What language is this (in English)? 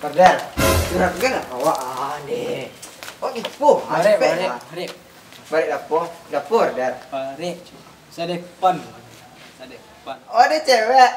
Minangkabau